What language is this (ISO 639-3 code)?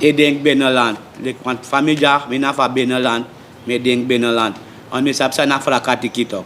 srn